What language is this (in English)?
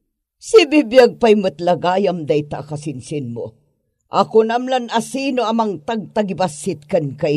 Iloko